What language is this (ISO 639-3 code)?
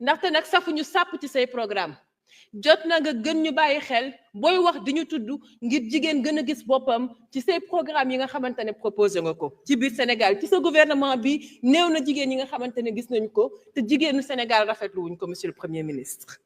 wol